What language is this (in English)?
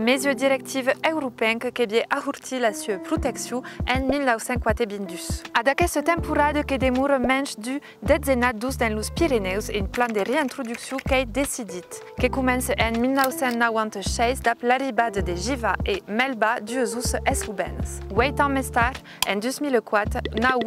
Occitan